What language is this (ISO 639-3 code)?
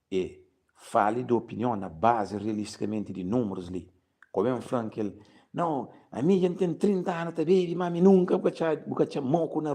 kea